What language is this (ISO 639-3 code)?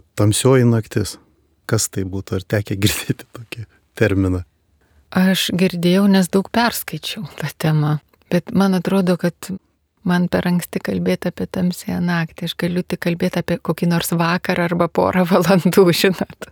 lit